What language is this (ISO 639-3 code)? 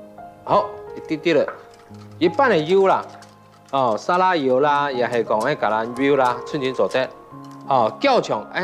hak